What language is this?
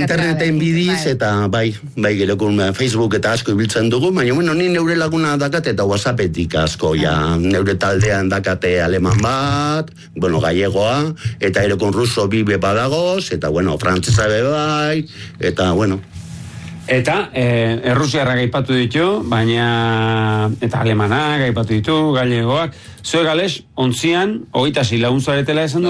Basque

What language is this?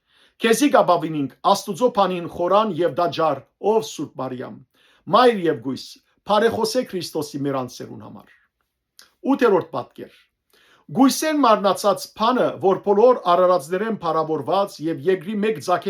Western Armenian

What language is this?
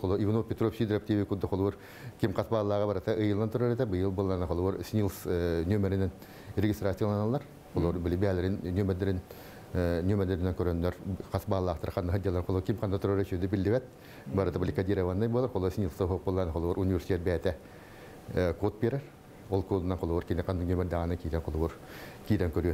Yakut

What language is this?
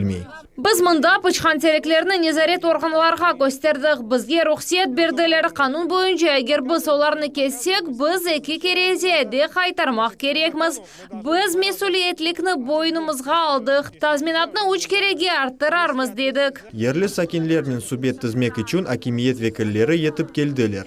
Crimean Tatar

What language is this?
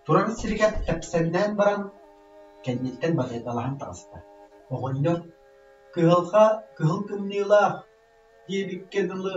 Yakut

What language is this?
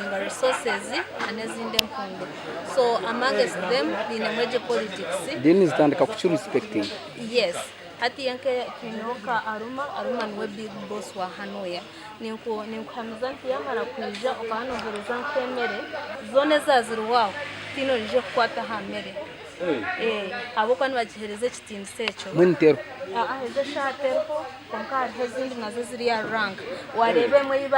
Nyankole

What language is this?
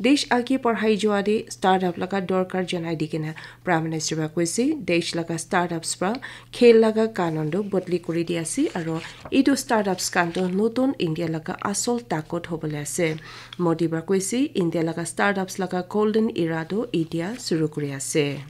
Naga Pidgin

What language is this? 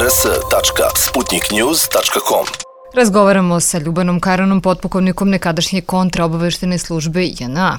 Serbian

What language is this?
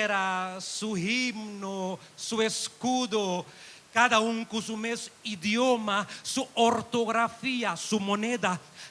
Papiamento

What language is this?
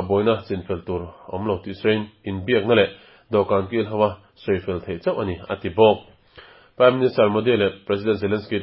Mizo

